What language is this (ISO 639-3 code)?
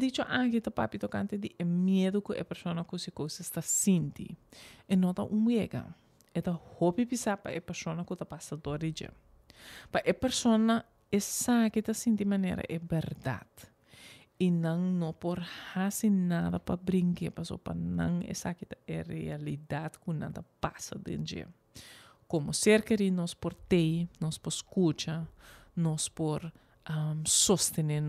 pap